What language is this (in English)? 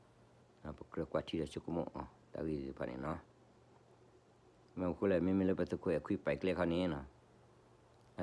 S'gaw Karen